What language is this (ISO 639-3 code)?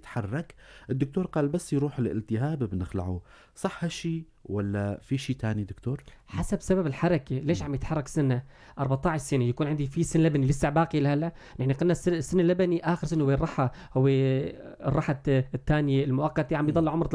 apc